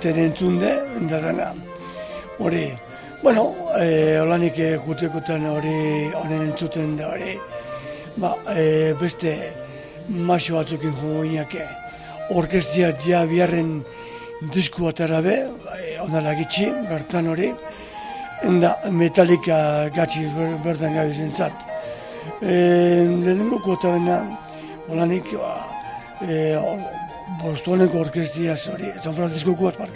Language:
Basque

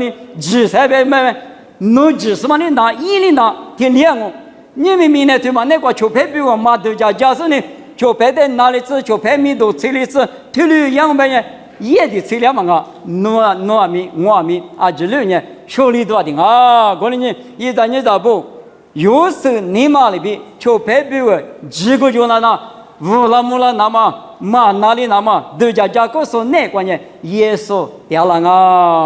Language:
Lisu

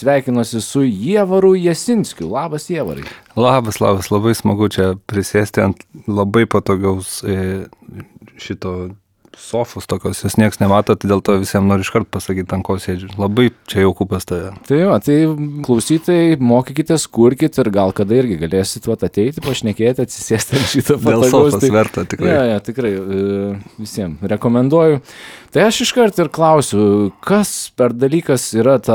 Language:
Lithuanian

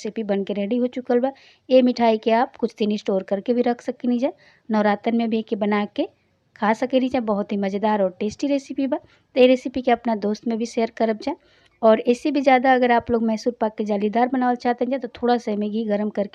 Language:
Bhojpuri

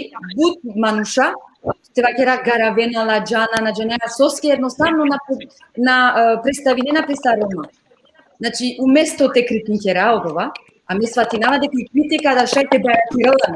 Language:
Balkan Romani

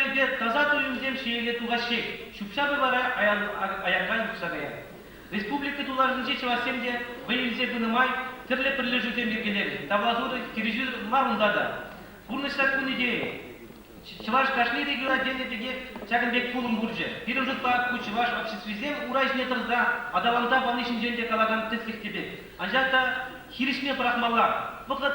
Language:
Chuvash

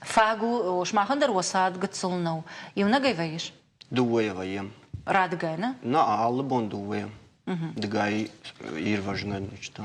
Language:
Ossetic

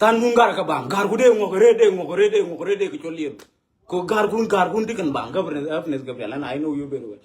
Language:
Nuer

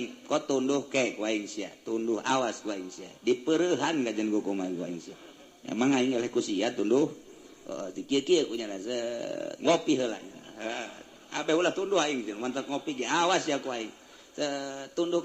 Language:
Sundanese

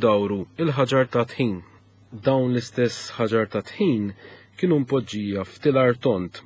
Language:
Maltese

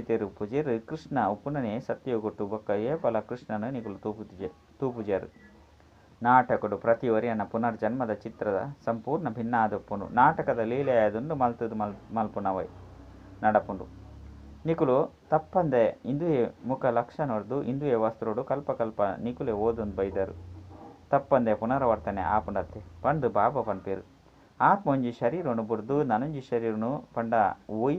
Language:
Tulu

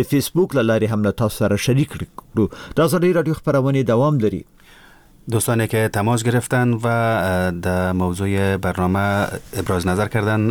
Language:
Persian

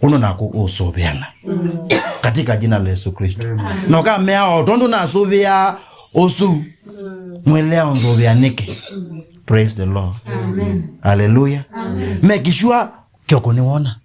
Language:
Kamba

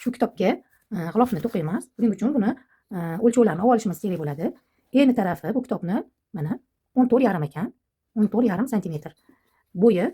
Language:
Uzbek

